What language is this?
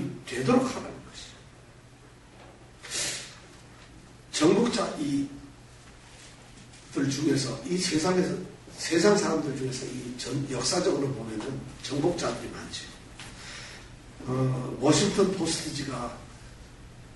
Korean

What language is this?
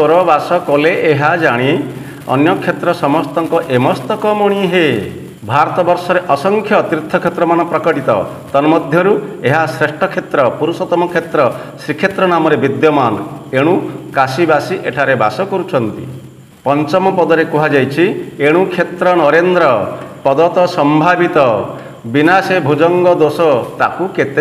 Odia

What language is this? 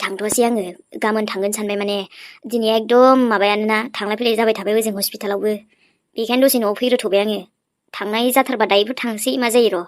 Bodo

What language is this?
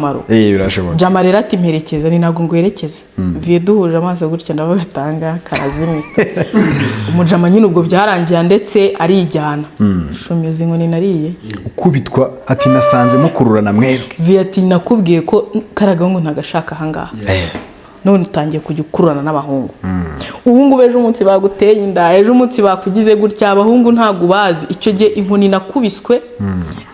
Kinyarwanda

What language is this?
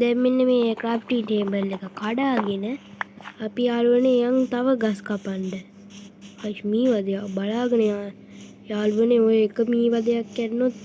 Sinhala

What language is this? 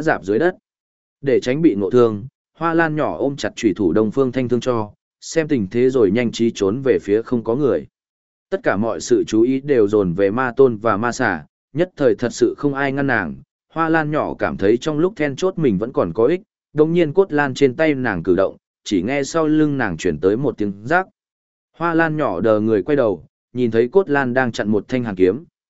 Vietnamese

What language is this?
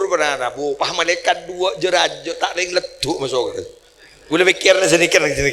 Madurese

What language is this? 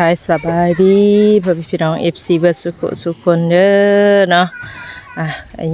Northeastern Thai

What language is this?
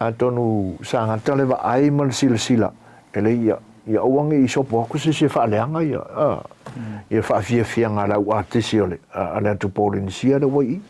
Samoan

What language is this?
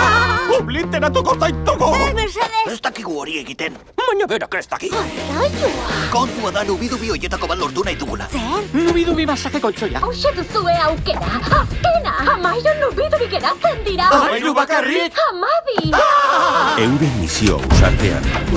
Basque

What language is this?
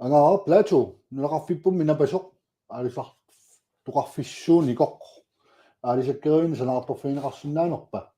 Kalaallisut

